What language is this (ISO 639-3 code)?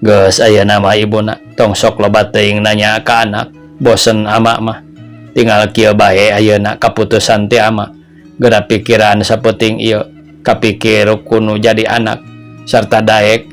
sun